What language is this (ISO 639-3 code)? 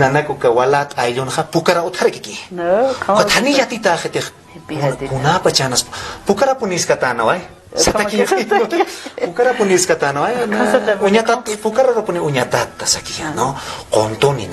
aym